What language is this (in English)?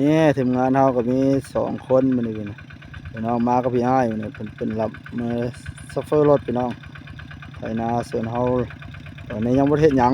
Northeastern Thai